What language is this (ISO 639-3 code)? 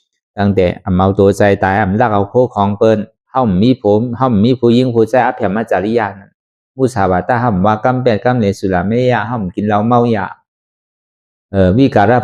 shn